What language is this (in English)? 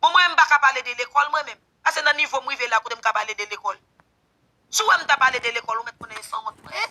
Haitian Creole